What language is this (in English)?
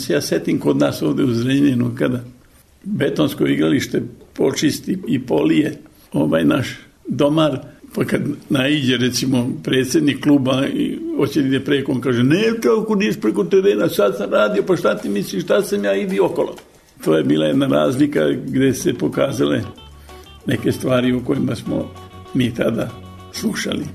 Serbian